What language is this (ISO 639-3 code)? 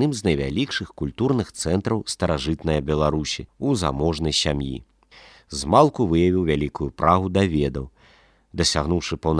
bel